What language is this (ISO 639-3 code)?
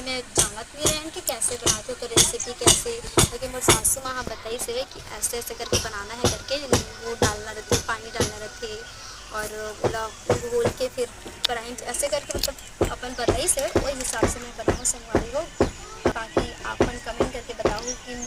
hne